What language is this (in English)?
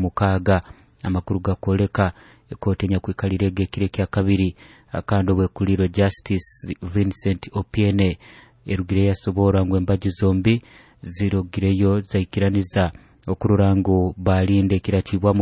Nyoro